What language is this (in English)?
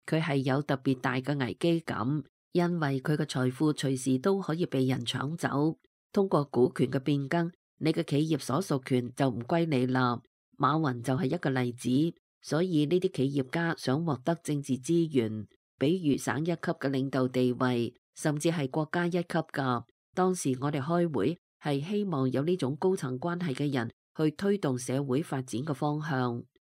Cantonese